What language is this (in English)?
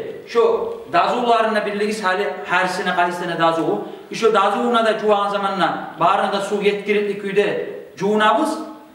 Kumyk